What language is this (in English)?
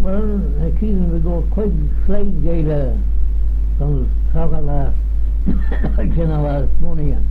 Manx